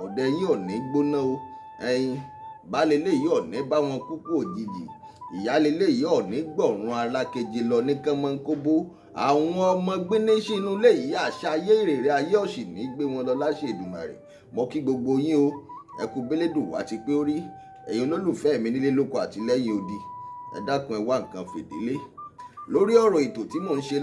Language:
Yoruba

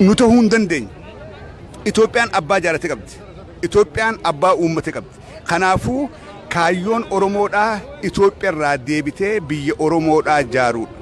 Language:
Oromo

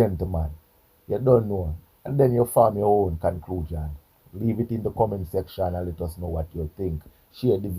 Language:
Jamaican Creole English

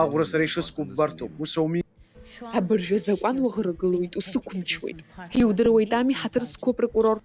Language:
Abkhazian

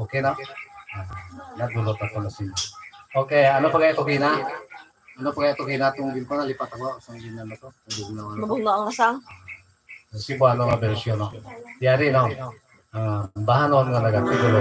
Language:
Hiligaynon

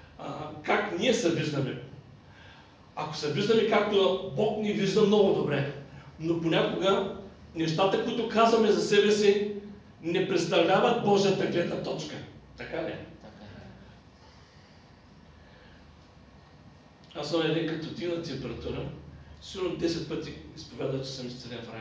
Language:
Bulgarian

